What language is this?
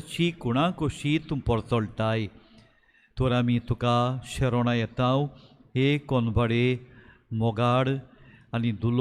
Konkani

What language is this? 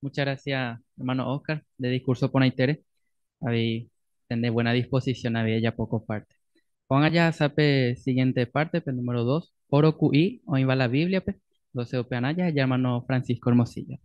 Guarani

